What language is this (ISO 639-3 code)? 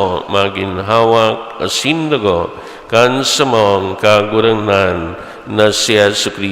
bik